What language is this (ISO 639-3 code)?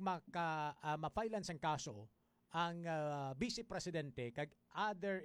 hil